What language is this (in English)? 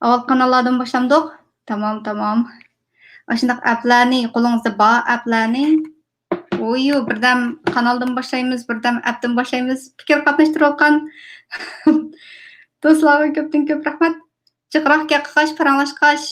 Uyghur